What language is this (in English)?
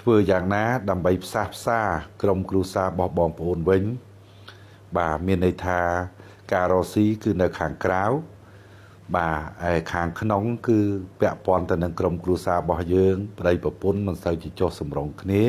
Khmer